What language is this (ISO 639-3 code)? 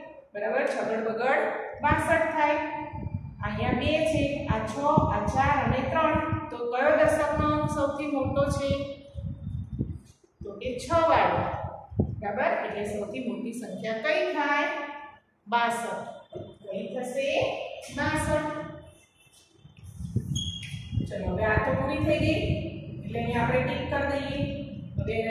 guj